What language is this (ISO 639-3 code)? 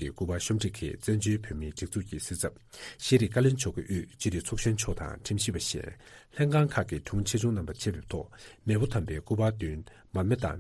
bod